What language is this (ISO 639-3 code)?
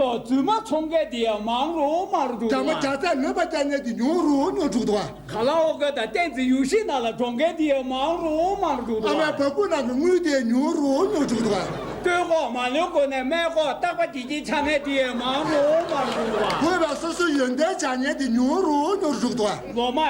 bod